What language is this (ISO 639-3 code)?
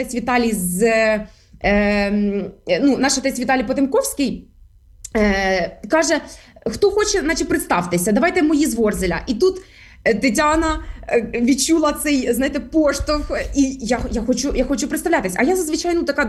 ukr